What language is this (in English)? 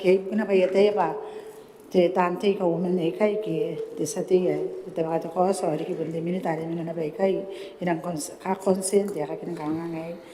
Gilbertese